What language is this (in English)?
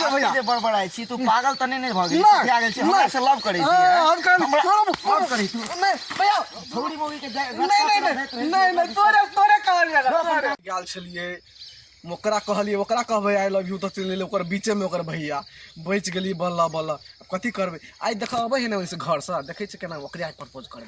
Maithili